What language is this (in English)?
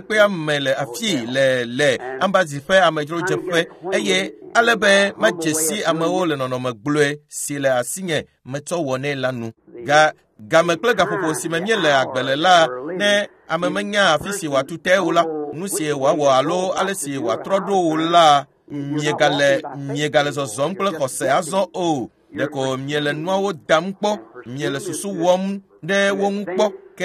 Ewe